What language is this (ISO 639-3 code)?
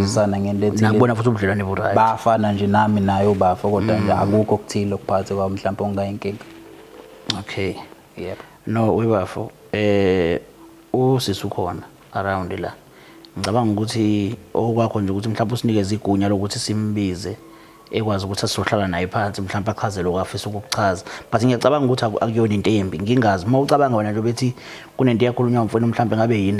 zul